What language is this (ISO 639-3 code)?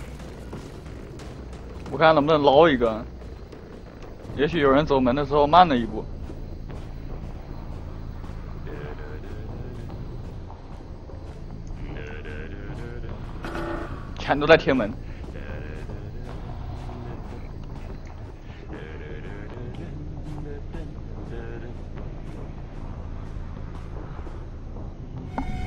zho